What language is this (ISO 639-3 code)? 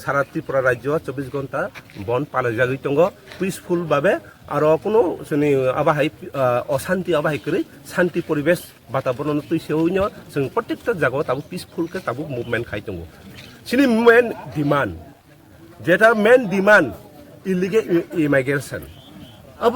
trp